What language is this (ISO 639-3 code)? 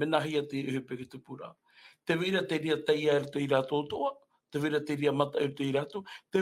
tah